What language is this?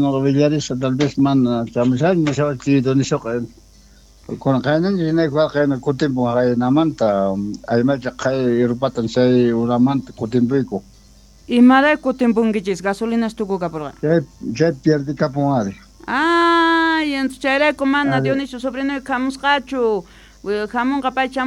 Quechua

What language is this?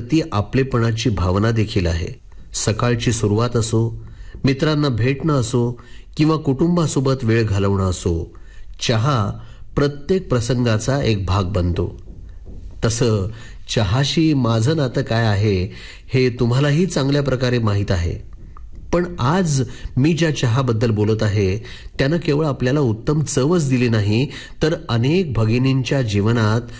Marathi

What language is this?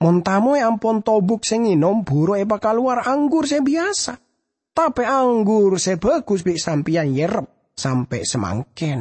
Madurese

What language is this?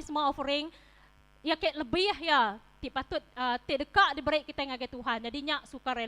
Iban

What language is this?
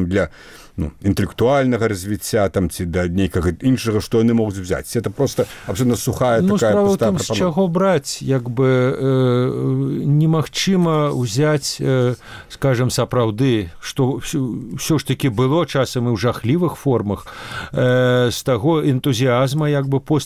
Belarusian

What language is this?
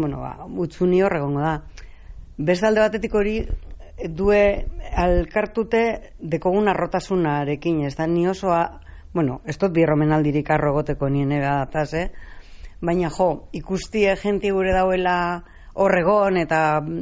Basque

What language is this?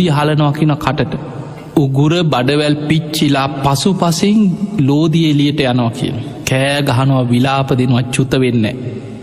Sinhala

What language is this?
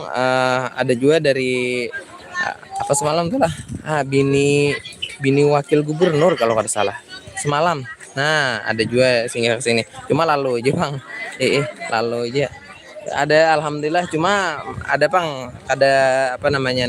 Banjar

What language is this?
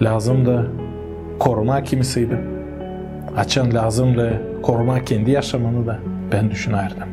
Gagauz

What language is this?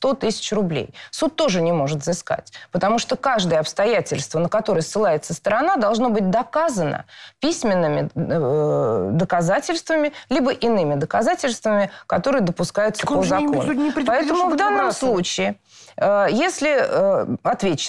Russian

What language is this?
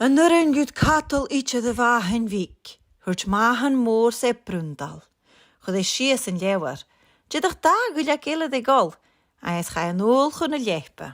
Scottish Gaelic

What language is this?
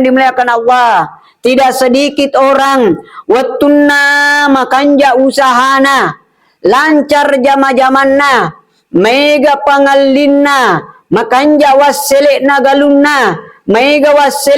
Buginese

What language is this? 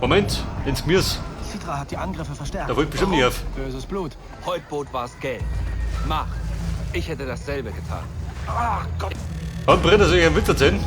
Bavarian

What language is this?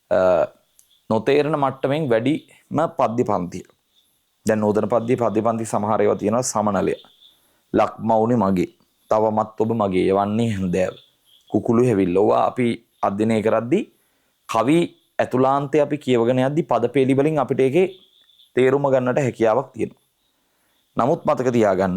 Sinhala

